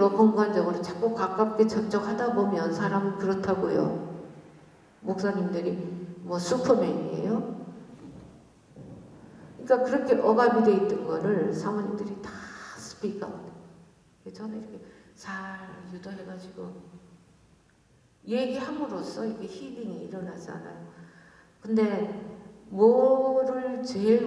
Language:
Korean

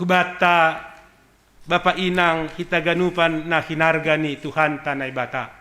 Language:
Batak Simalungun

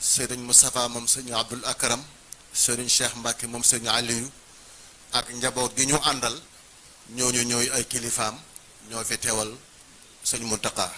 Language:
Wolof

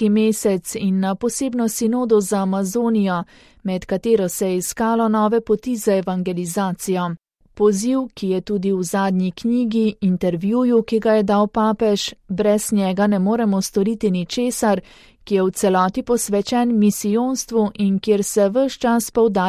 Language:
Slovenian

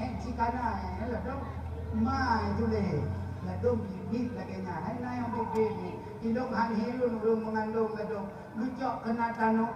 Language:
Achinese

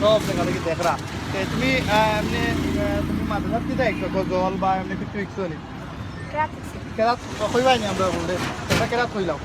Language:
Sylheti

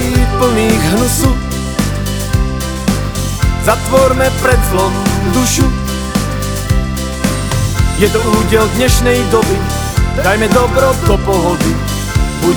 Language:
Slovak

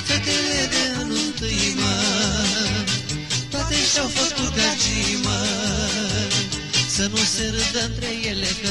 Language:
Romanian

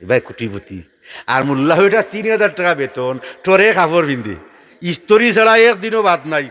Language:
Sylheti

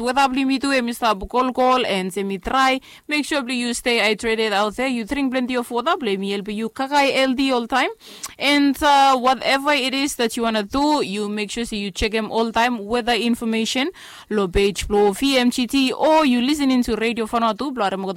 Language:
Bislama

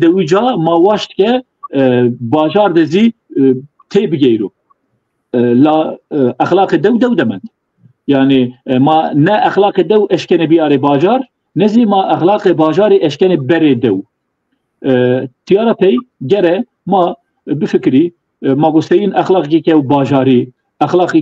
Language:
Zaza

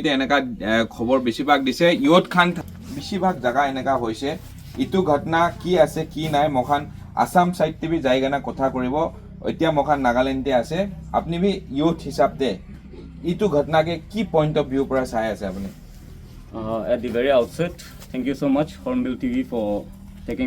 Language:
Naga Pidgin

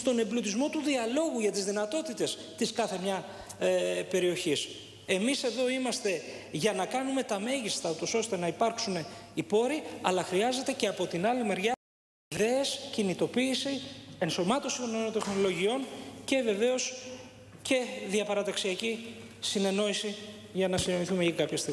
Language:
Greek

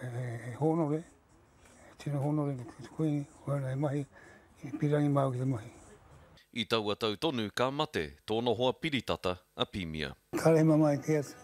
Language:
Māori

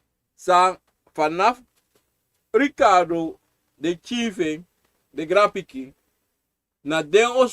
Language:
Sranan Tongo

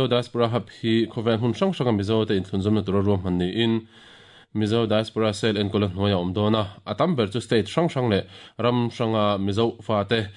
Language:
Mizo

